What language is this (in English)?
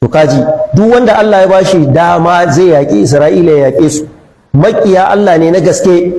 Hausa